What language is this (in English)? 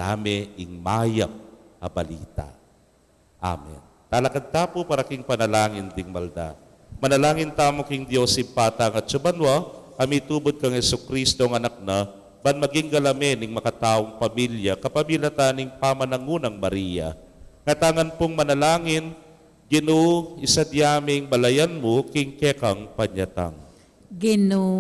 Pampanga